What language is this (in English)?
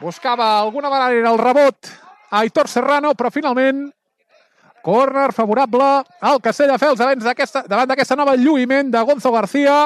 Catalan